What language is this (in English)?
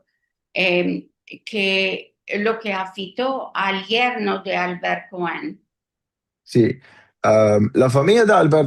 Ladino